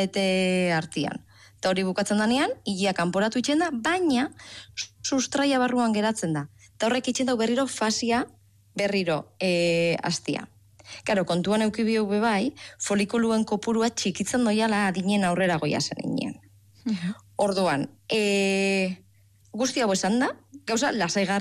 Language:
Basque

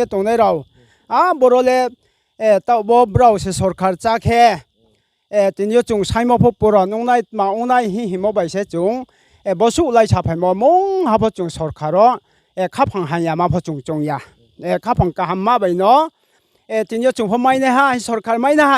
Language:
Riang (India)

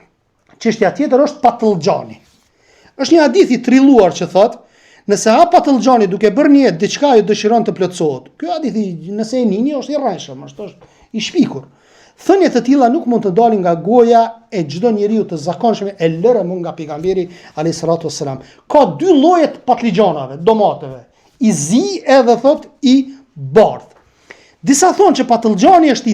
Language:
Albanian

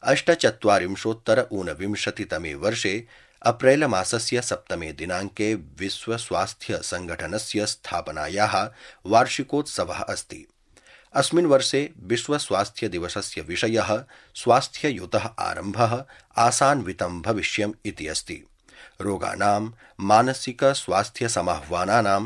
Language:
Sanskrit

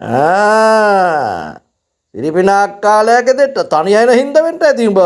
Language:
Sinhala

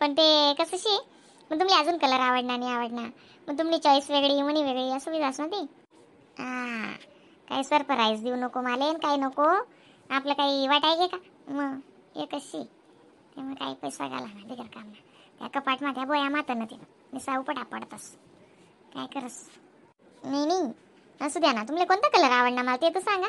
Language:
Khandesi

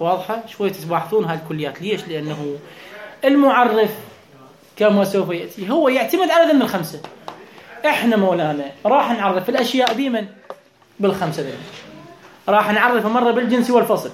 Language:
Mesopotamian Arabic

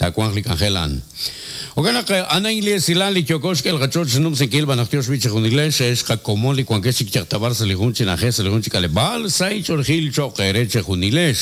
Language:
Kekchí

